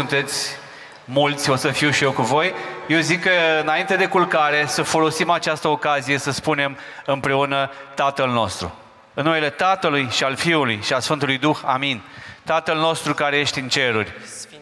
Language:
Romanian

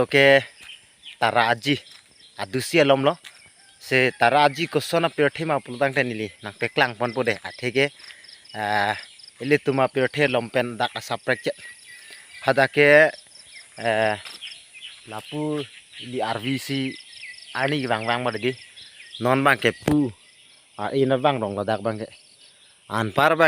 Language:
Karbi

